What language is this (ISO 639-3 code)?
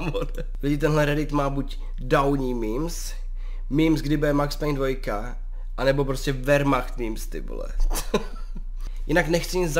ces